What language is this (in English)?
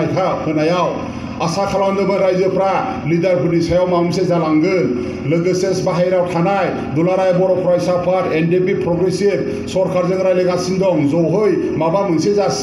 Bodo